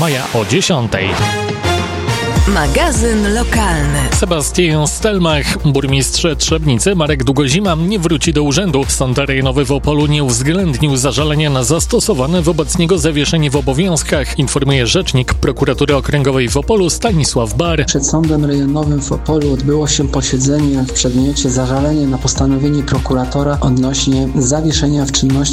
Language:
Polish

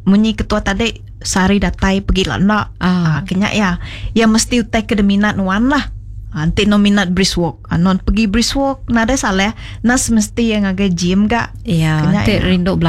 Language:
Iban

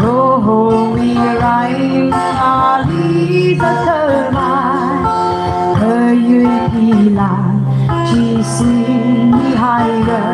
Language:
Tangkhul Naga (India)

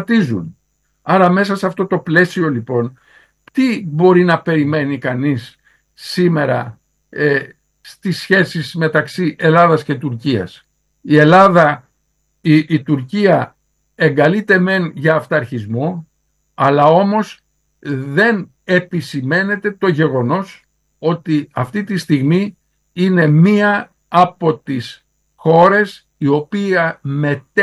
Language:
Greek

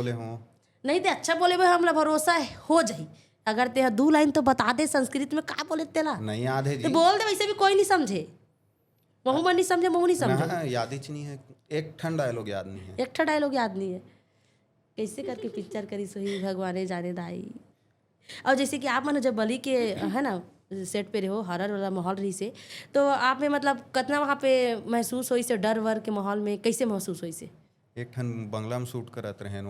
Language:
Chhattisgarhi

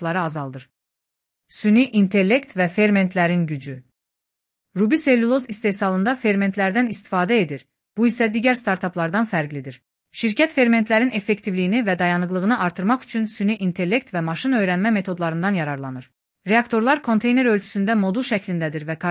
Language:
Azerbaijani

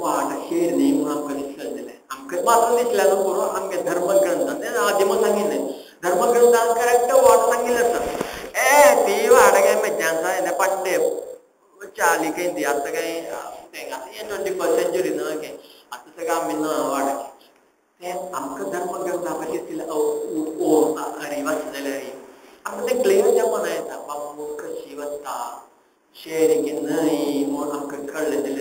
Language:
Konkani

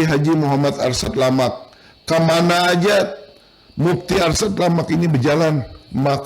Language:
Banjar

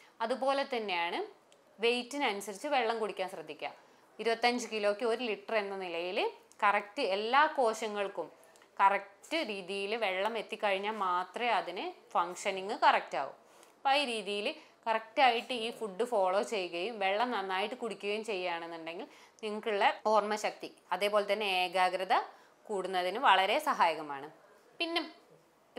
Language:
Malayalam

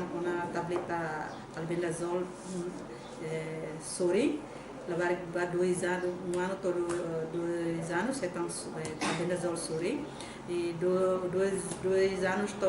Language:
Tetum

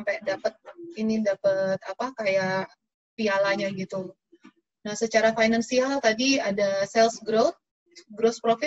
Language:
Indonesian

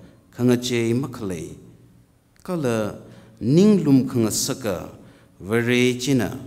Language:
Tangkhul Naga (India)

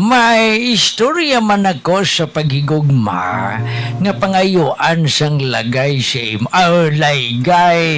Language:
Hiligaynon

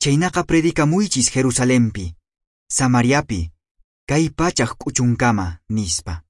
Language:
Quechua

